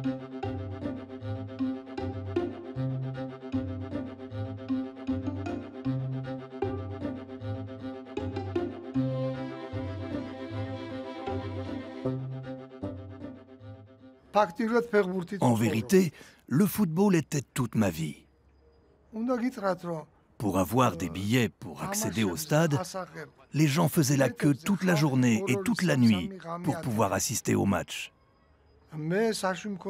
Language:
French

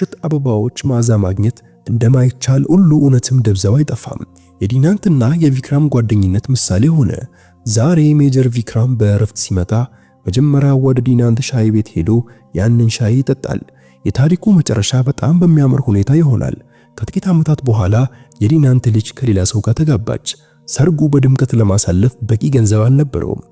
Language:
Amharic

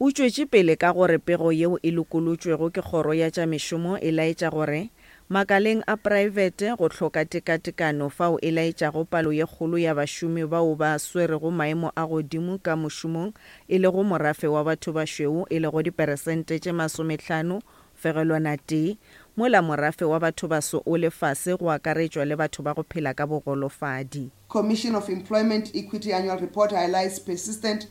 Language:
Northern Sotho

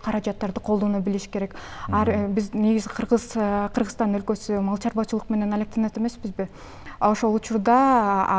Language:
Kyrgyz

